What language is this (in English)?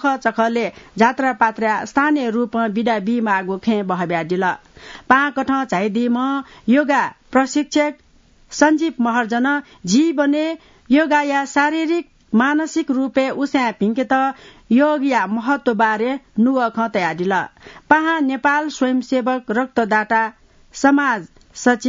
Newari